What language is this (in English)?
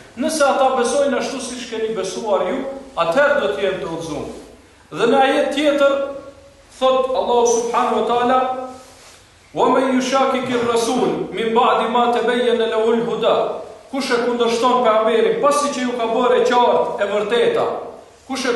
Albanian